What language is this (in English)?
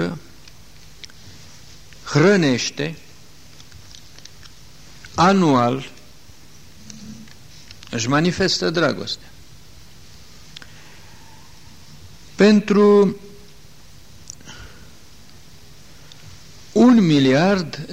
Romanian